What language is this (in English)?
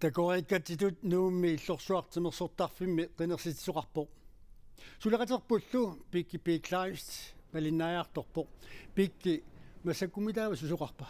Kalaallisut